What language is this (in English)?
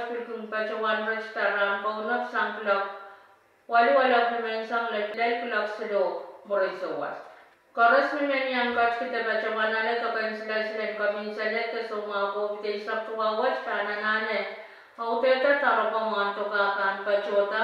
Pohnpeian